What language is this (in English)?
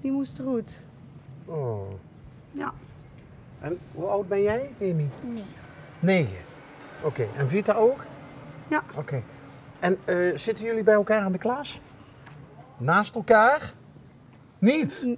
Limburgish